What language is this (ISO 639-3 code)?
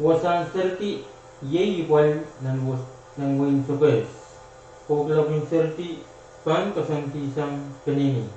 pon